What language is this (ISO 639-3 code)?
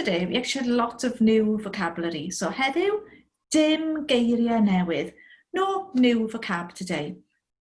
cym